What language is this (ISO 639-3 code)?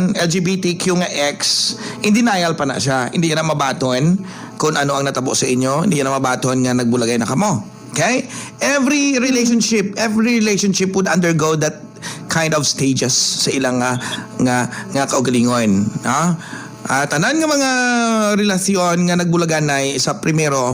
hil